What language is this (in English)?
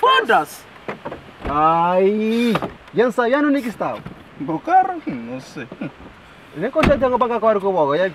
Kabuverdianu